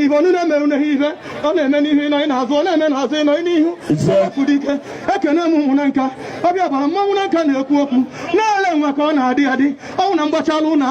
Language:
Igbo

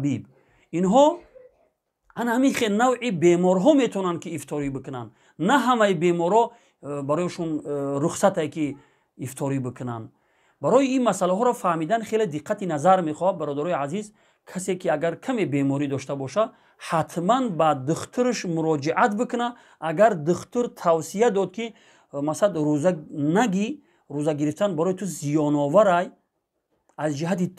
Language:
Tajik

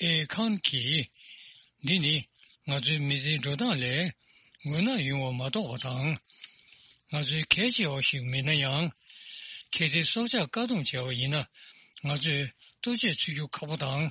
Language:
Tibetan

